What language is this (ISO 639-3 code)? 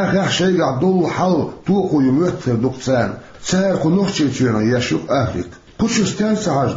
che